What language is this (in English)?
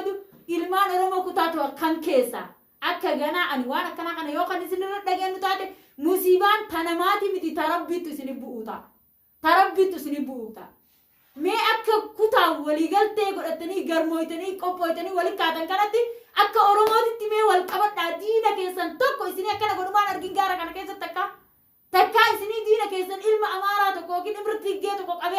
Oromo